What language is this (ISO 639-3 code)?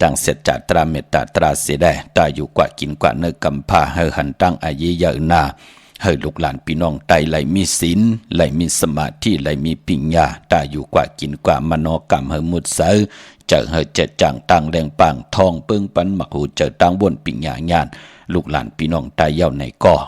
shn